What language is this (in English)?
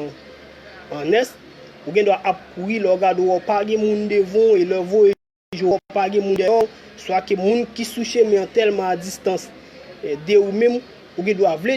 Haitian Creole